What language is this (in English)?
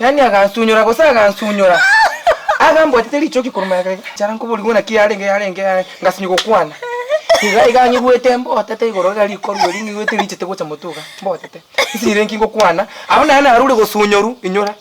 Gusii